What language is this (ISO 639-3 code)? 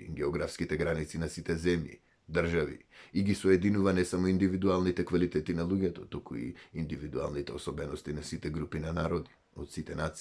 mkd